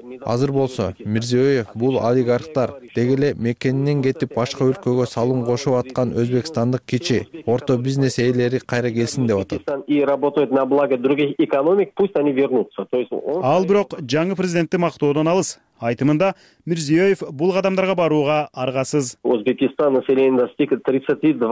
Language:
Kyrgyz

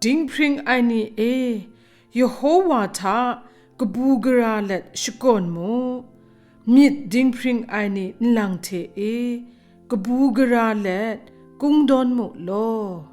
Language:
Kachin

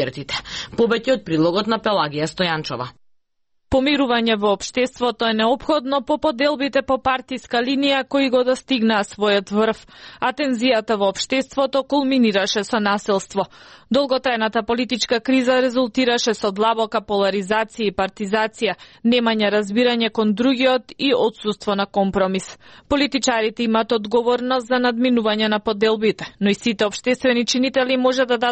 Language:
Macedonian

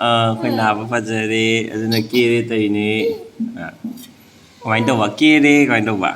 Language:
Manipuri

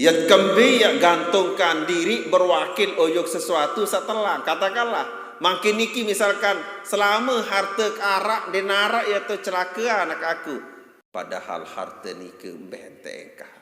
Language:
Sasak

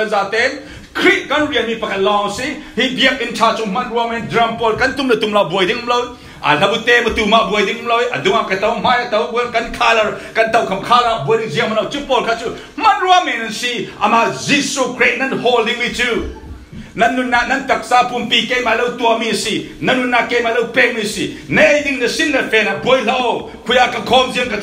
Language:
Falam Chin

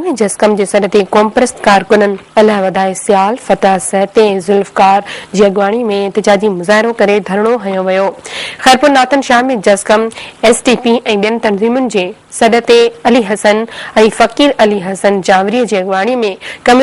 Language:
Sindhi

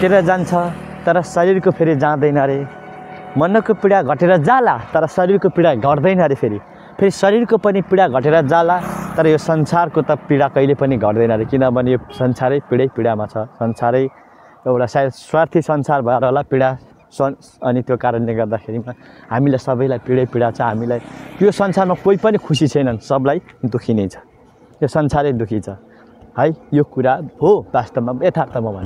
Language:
Nepali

